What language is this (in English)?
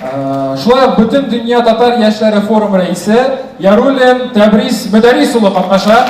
Tatar